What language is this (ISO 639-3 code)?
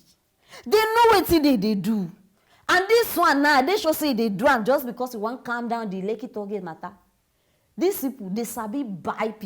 pcm